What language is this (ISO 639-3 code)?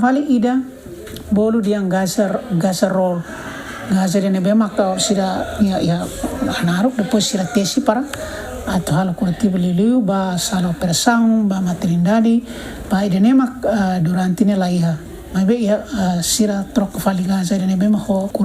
tet